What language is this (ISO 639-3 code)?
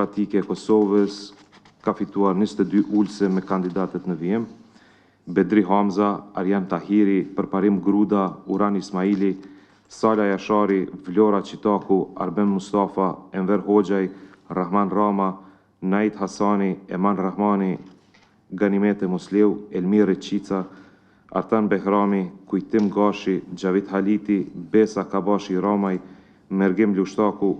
sqi